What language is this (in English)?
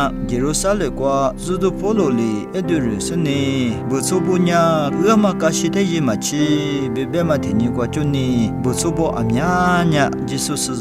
Lisu